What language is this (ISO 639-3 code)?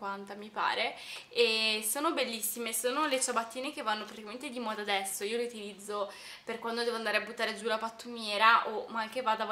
ita